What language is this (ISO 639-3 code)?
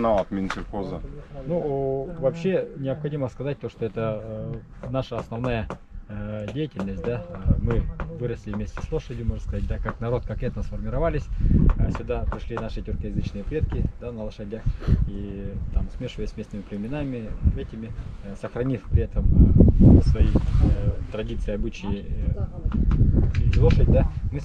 sah